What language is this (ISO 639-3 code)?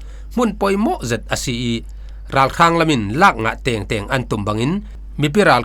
cfm